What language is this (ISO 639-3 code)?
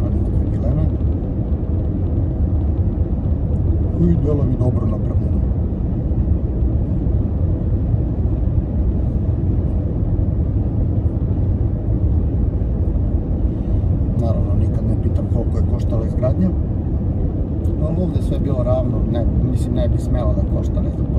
srp